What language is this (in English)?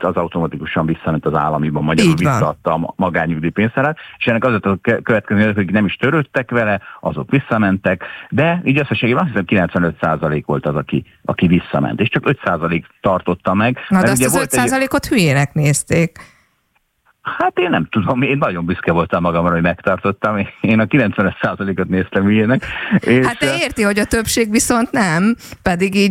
Hungarian